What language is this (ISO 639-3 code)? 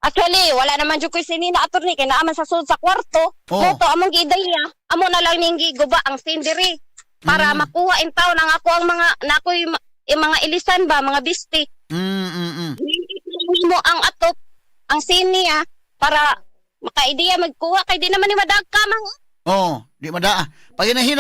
ceb